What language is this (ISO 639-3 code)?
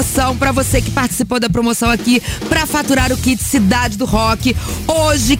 por